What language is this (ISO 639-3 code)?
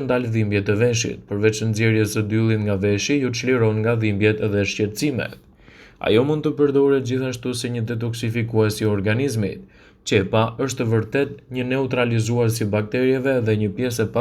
sqi